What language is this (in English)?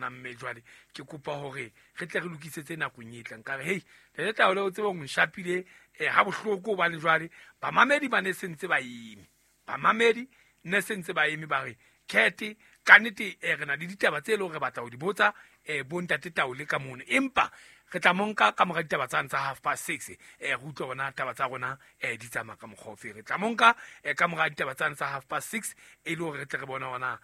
Southern Sotho